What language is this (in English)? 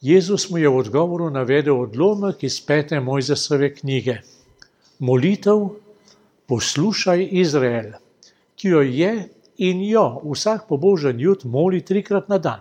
Slovenian